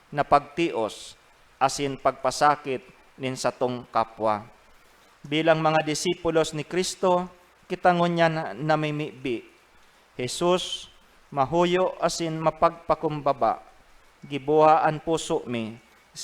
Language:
Bikol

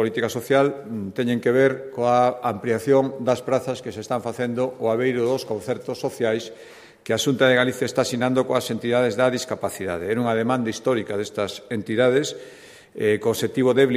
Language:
Galician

